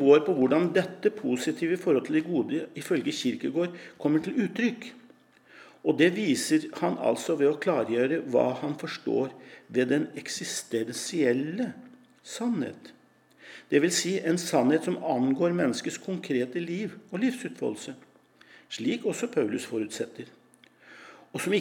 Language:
Norwegian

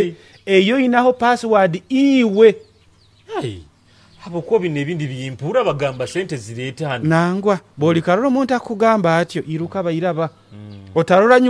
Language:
Nyoro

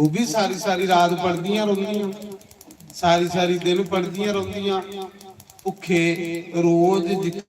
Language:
Dogri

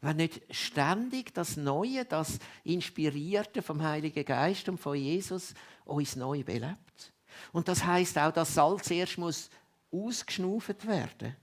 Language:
Swiss German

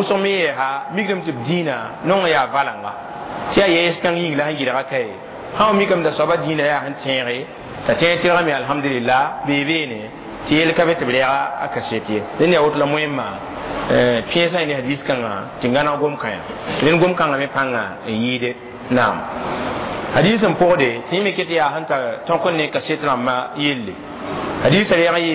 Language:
Mossi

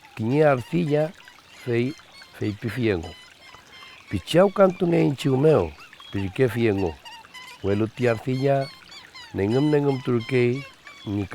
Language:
Mapuche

